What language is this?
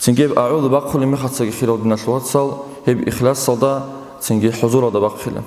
Avaric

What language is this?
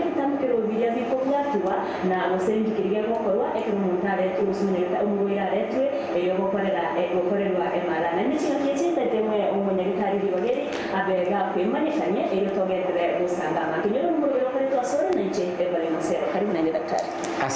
Gusii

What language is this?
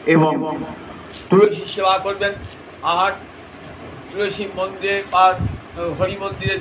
Bangla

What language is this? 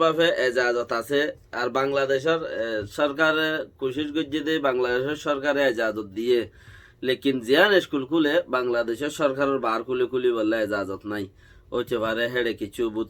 Rohingya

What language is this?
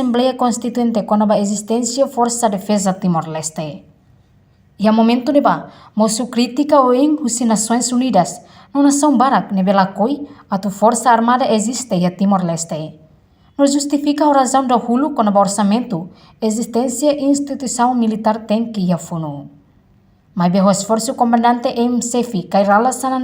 Tetum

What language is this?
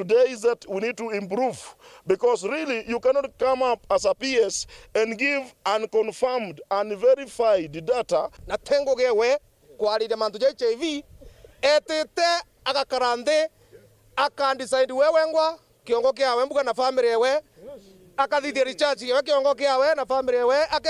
Meru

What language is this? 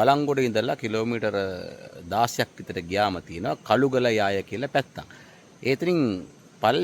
Sinhala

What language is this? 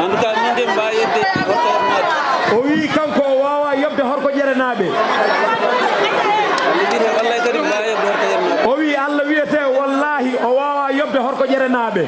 Fula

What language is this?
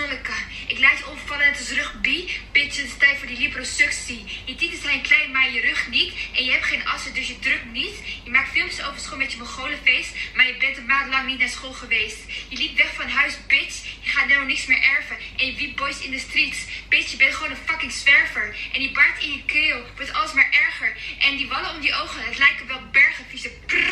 Dutch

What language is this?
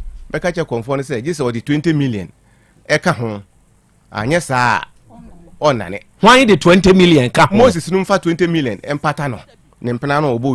Akan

